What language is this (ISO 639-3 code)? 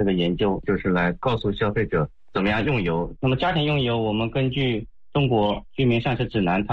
zho